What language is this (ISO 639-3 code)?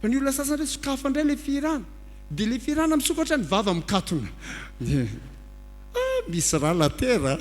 mlg